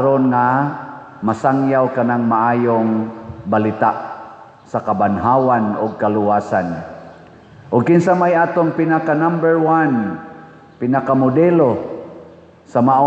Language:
Cebuano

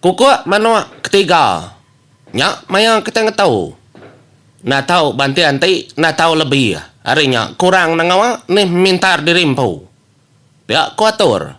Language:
Iban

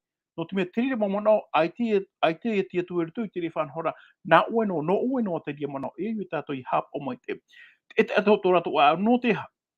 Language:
Tahitian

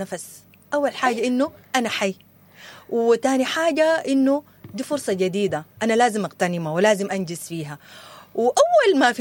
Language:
Sudanese Arabic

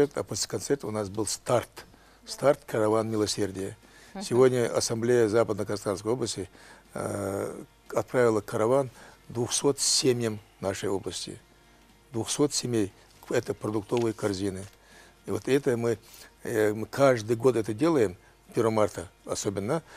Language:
Russian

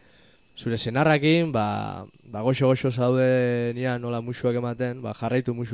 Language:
Basque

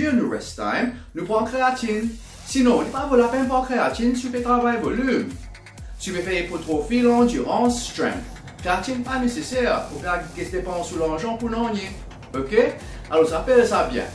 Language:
Morisyen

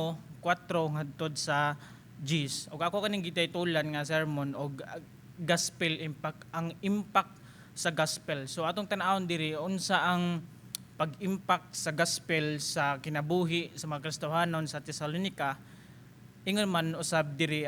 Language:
Cebuano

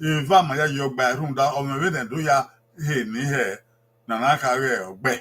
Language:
Bini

